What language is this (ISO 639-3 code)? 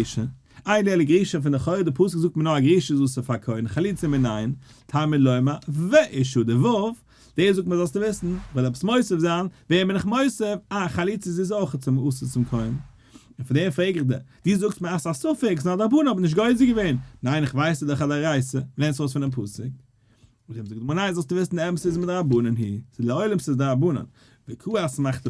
yid